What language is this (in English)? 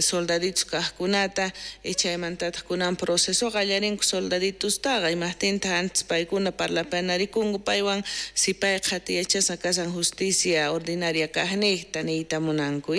South Bolivian Quechua